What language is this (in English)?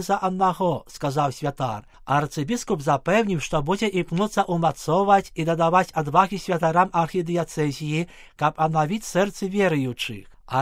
Belarusian